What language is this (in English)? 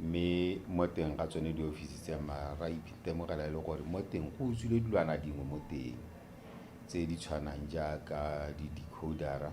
Tswana